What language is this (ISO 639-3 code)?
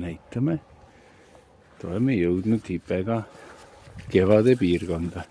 est